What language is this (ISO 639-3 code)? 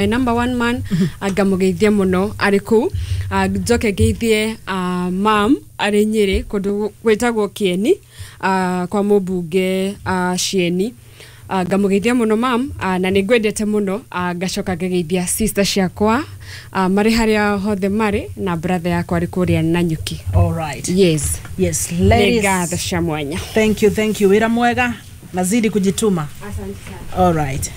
kik